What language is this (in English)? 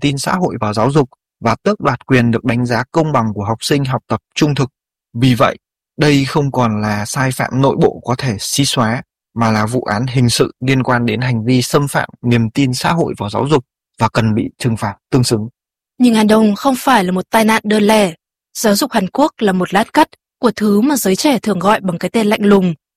Vietnamese